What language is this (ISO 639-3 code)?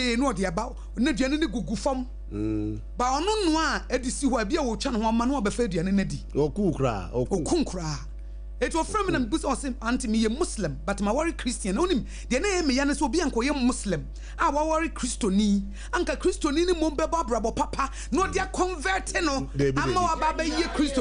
aka